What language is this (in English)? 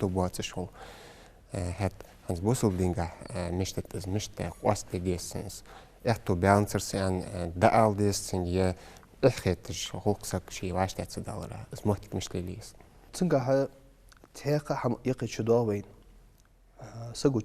Ingush